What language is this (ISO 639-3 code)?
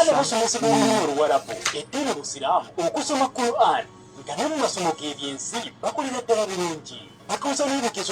lug